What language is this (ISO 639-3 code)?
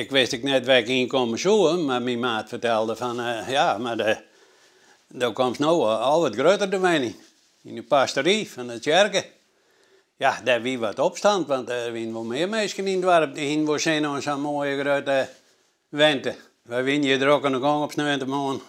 fry